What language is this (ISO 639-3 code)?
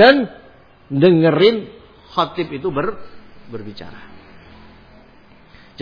ind